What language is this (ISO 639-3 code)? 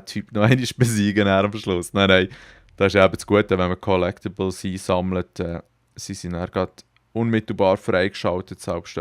gsw